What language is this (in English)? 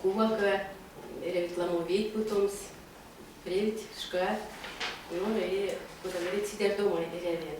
Erzya